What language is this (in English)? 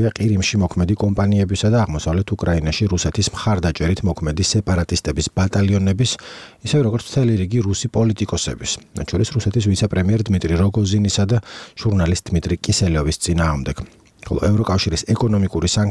Georgian